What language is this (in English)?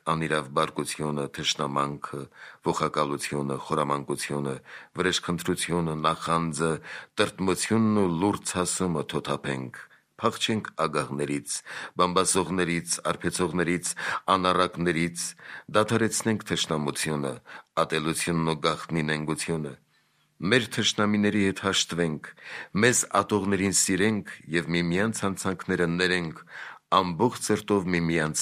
Armenian